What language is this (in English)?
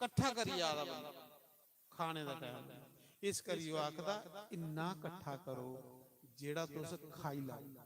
Dogri